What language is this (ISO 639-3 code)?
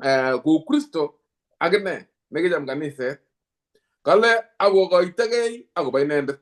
kln